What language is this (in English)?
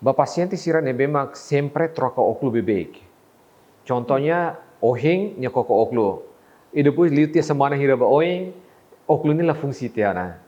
Tetum